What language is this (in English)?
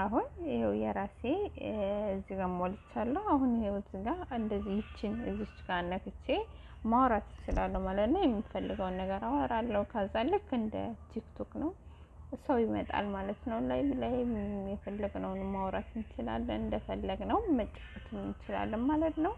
Amharic